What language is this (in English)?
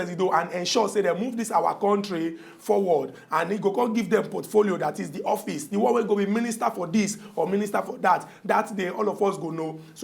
Nigerian Pidgin